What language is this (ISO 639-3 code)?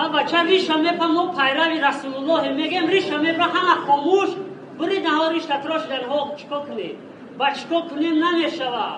tgk